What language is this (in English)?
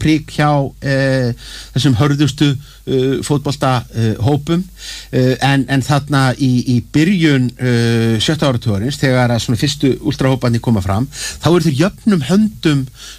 Icelandic